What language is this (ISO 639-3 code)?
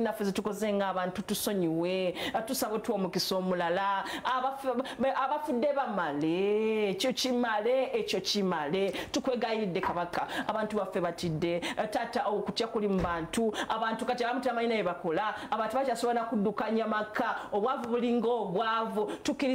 lug